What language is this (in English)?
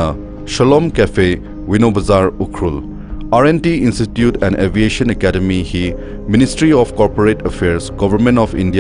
Tangkhul Naga (India)